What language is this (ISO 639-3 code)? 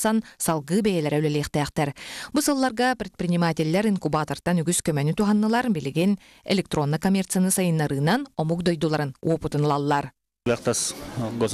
sah